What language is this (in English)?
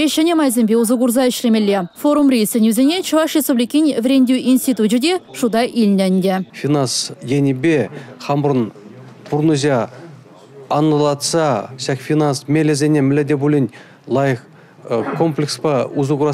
Chuvash